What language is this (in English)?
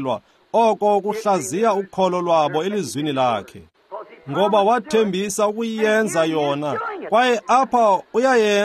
Xhosa